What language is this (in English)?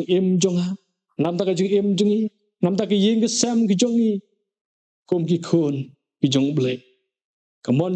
Khasi